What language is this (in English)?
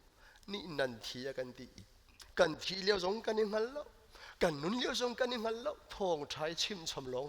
Hakha Chin